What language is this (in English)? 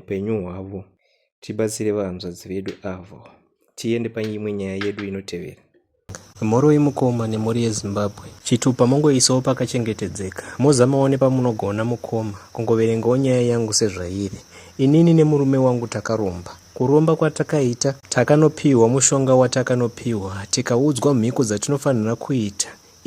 Shona